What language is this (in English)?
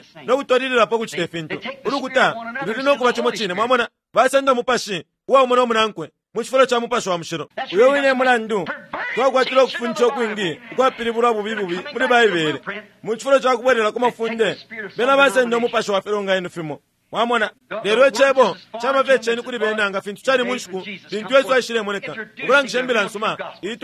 Bemba